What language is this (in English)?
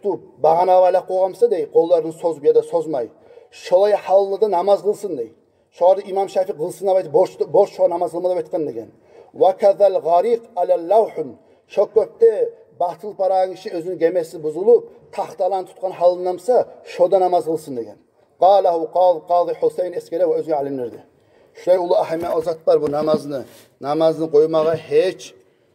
Kumyk